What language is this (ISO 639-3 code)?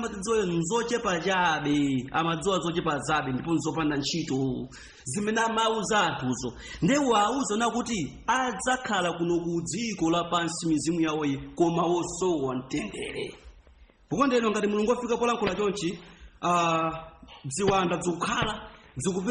nya